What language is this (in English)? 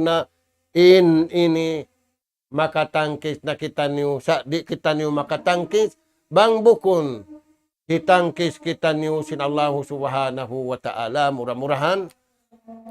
Tausug